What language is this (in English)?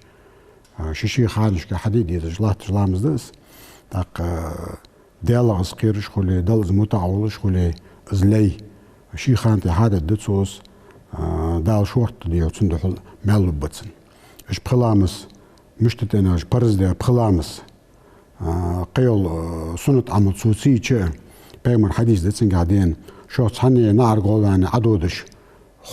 Ingush